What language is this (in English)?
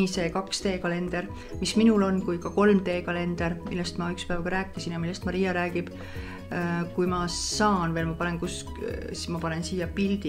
Estonian